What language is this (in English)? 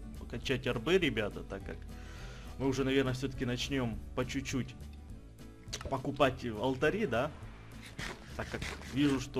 Russian